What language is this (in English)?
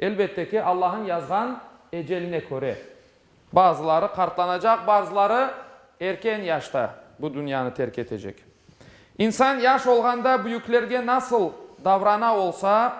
Crimean Tatar